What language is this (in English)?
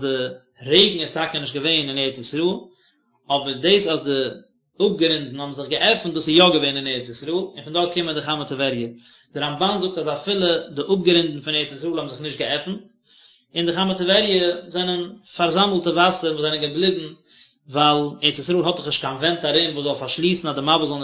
Yiddish